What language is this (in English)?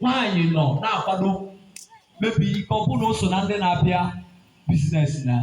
Igbo